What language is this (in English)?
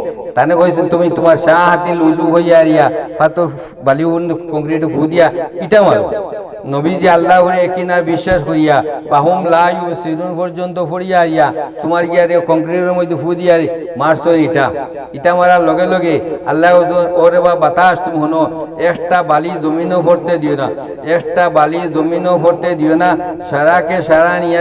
Sylheti